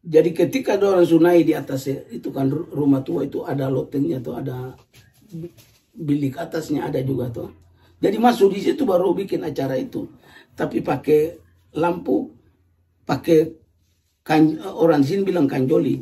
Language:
Ambonese Malay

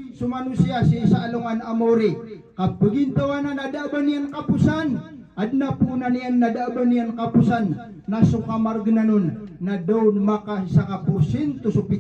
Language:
Maranao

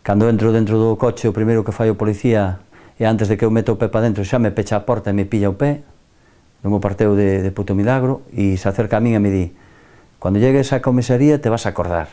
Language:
Galician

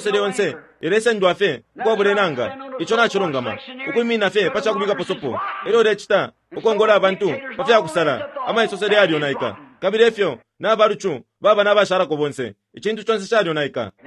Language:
Bemba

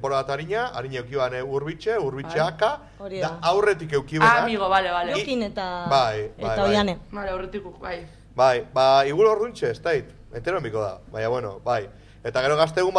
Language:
Basque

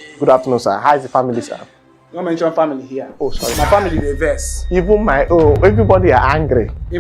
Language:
Nigerian Pidgin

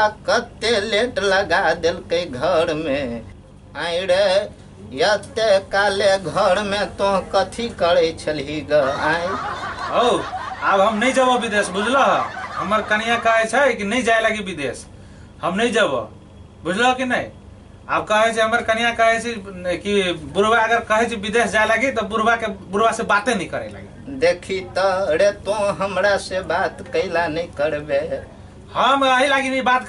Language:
Maithili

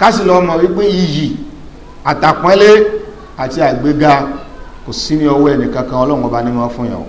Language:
Yoruba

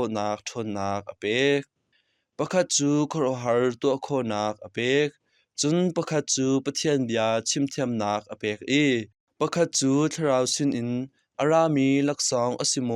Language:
Hakha Chin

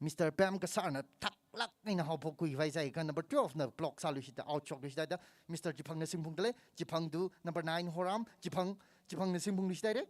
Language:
Tangkhul Naga (India)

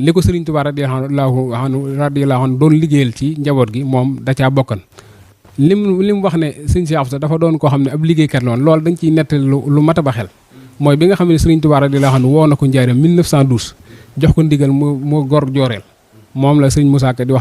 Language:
Wolof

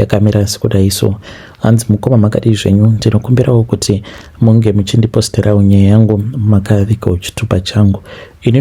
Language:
Shona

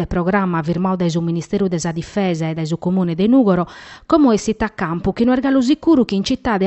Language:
Sardinian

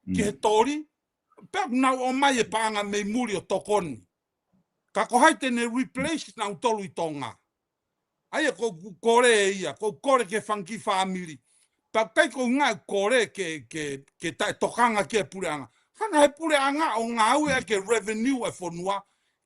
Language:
Tongan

